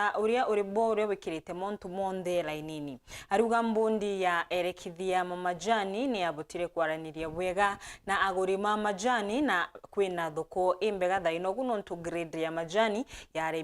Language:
Meru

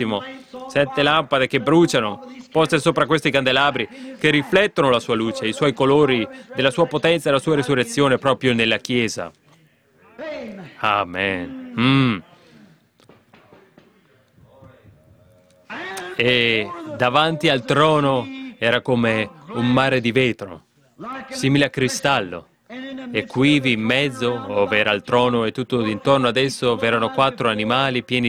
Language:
Italian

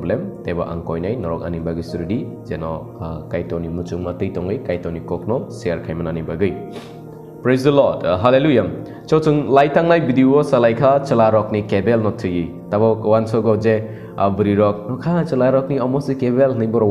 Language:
Kok Borok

